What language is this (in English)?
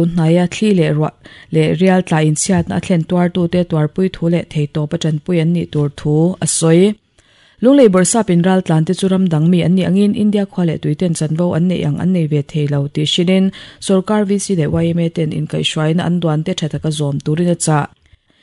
Mizo